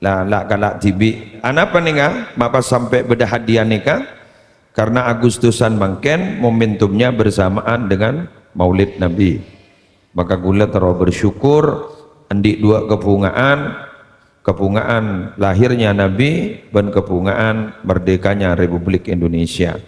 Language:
Madurese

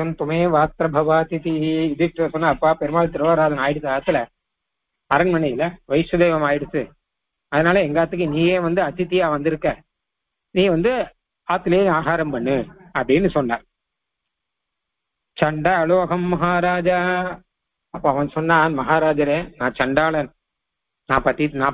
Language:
Tamil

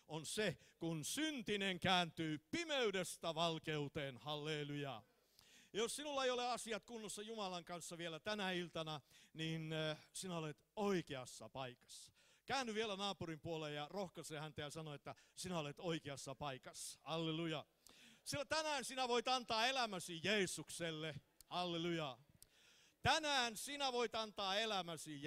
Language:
Finnish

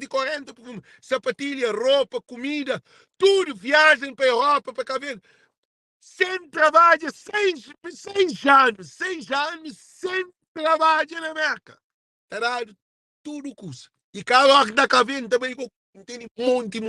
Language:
Kabuverdianu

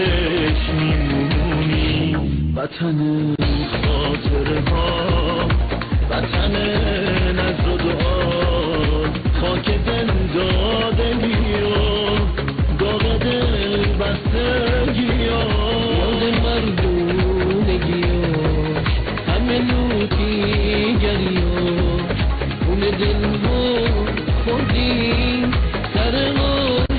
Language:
Persian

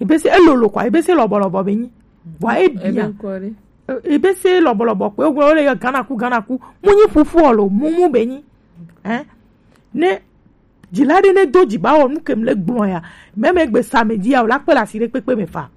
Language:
Gen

